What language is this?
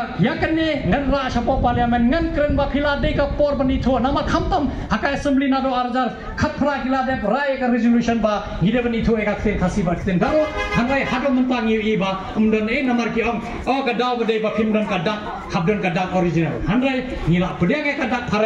Khasi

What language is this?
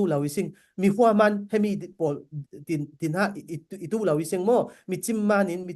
Falam Chin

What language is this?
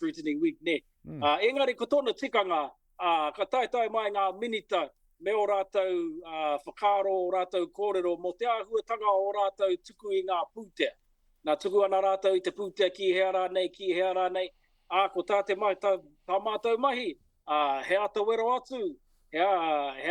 Māori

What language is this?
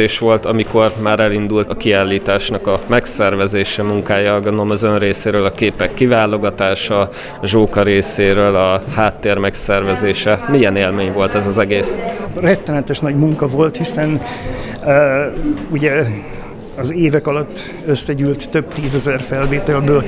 Hungarian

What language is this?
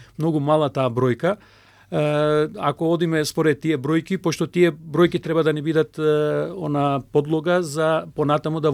Macedonian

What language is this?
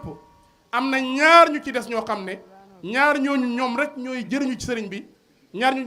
Wolof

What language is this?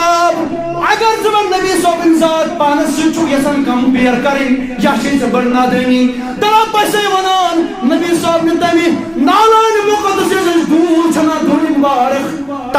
Kashmiri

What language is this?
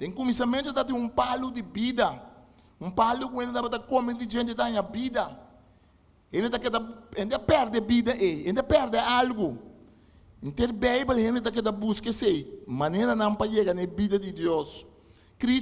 Papiamento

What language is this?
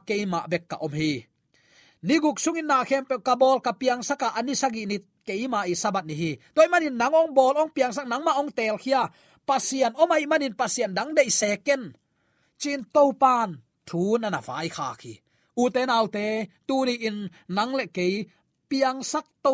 Tedim Chin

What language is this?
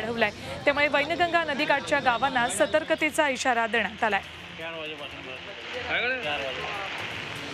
Marathi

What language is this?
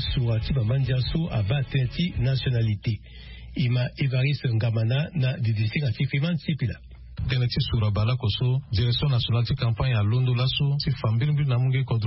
Sango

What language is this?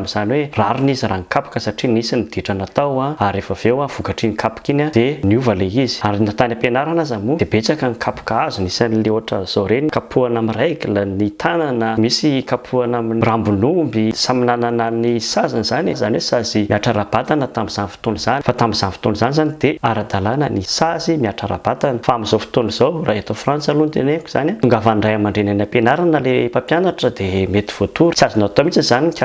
Malagasy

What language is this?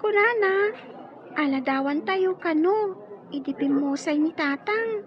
Iloko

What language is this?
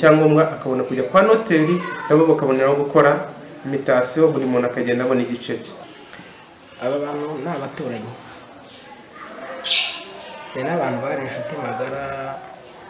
Kinyarwanda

